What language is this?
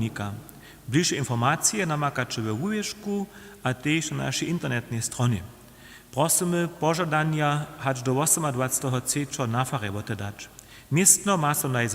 Upper Sorbian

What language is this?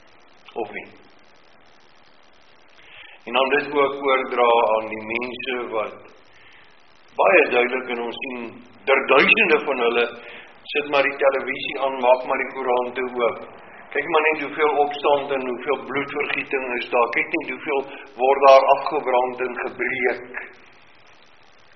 Afrikaans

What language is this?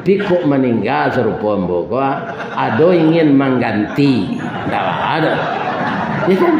Minangkabau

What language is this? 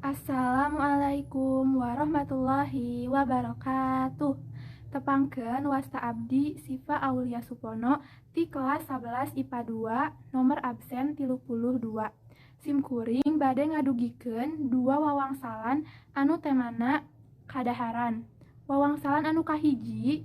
Sundanese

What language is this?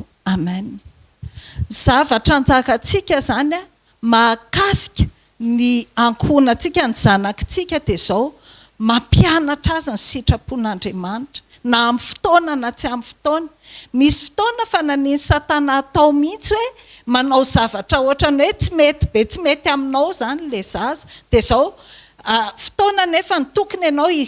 Malagasy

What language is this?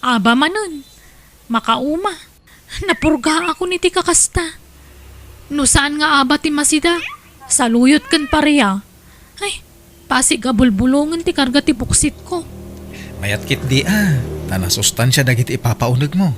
Iloko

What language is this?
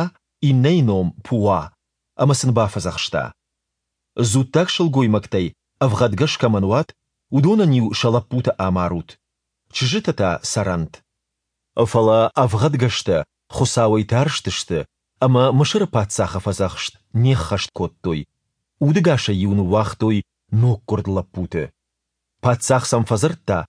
Ossetic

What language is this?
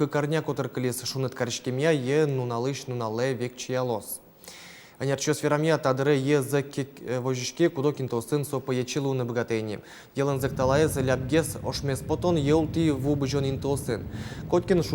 Udmurt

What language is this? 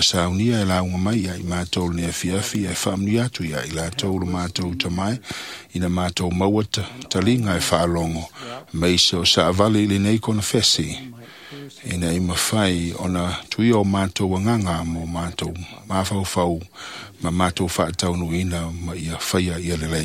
Samoan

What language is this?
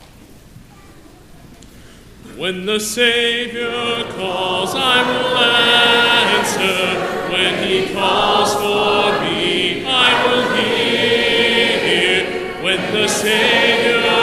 English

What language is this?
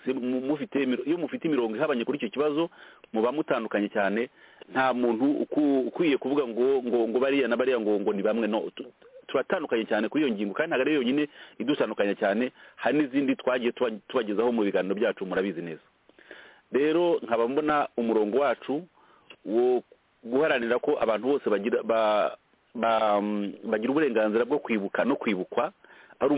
Kinyarwanda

